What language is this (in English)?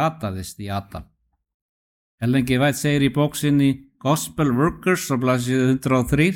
Icelandic